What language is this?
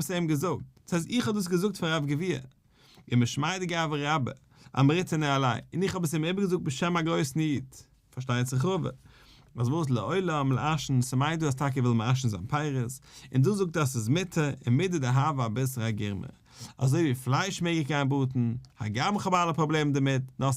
Yiddish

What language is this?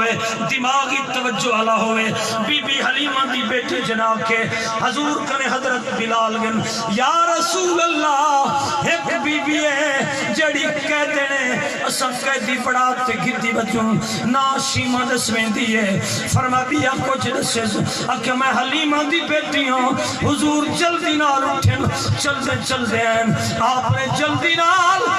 Saraiki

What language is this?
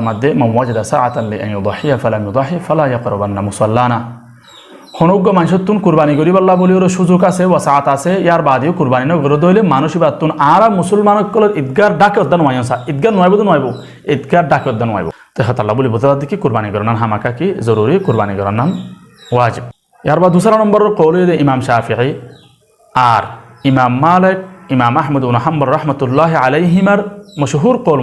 Rohingya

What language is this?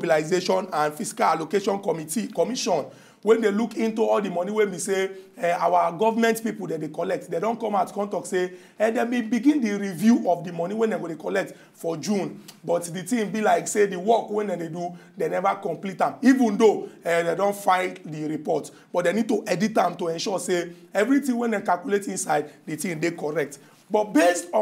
Nigerian Pidgin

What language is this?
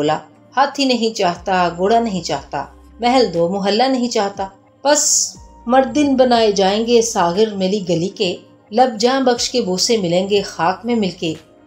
Urdu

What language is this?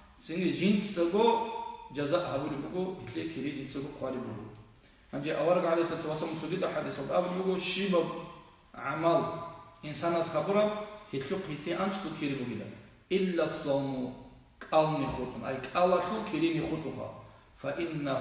Avaric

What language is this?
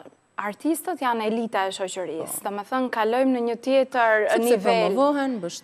Albanian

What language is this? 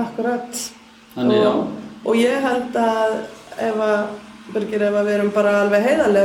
Icelandic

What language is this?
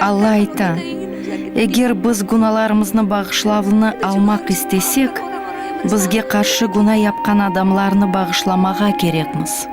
Crimean Tatar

